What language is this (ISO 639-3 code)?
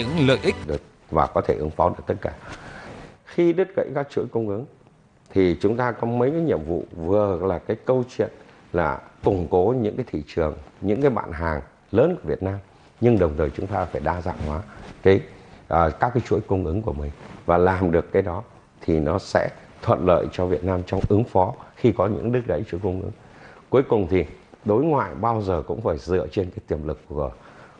vie